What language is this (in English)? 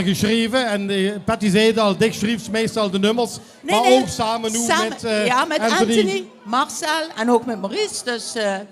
Limburgish